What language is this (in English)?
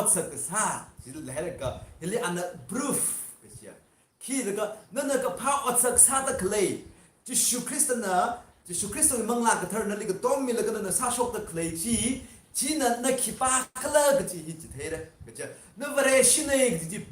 Tangkhul Naga (India)